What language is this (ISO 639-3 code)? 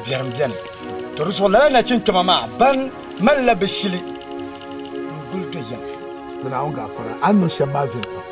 dag